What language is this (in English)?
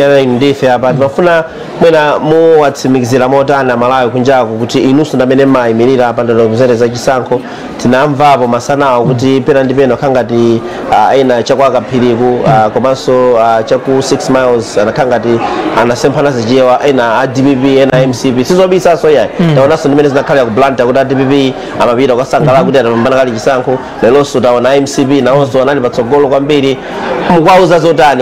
Nyanja